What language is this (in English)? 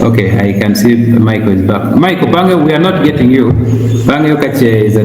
Acoli